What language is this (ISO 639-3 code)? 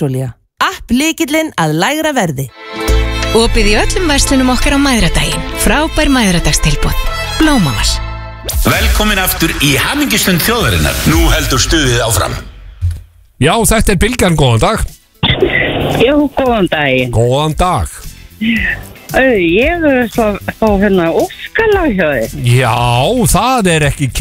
isl